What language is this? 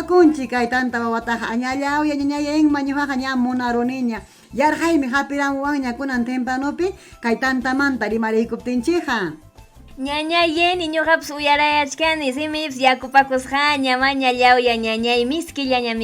Ayacucho Quechua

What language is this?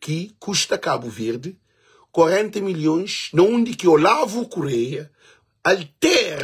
Kabuverdianu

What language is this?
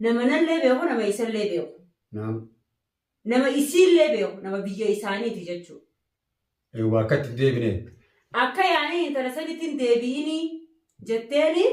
Oromo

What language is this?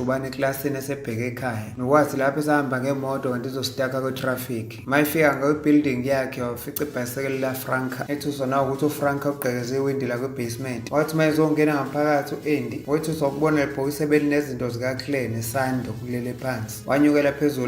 Zulu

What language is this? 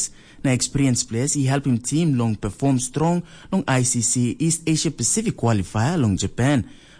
Tok Pisin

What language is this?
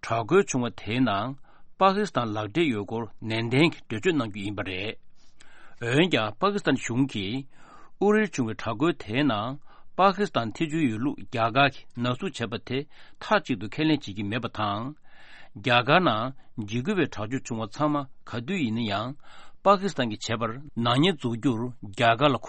Tibetan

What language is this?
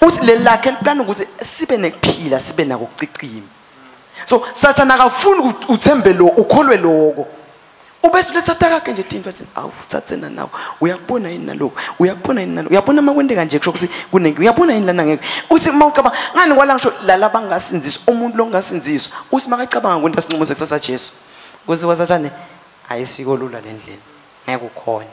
Swati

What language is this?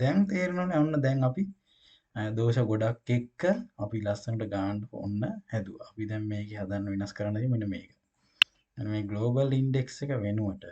Sinhala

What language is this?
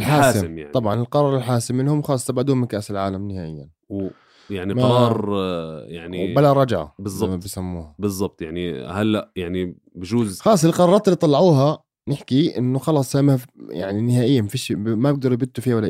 North Levantine Arabic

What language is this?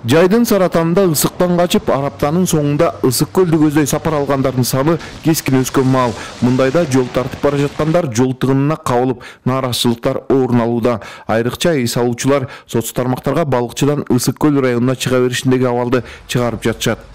Kyrgyz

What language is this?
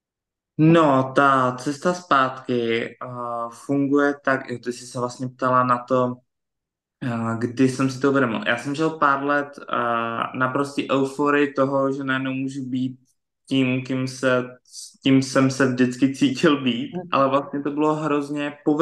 Czech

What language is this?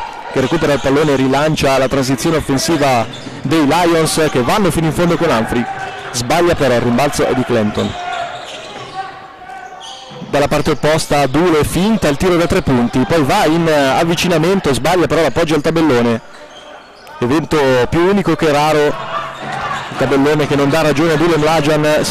Italian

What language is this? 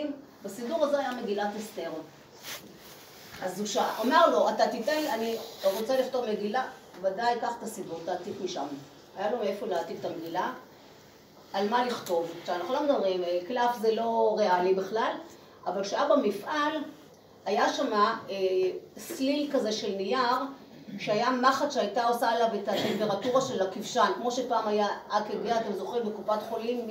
Hebrew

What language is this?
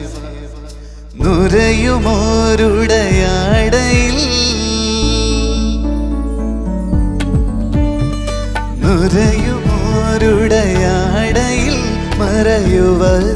Malayalam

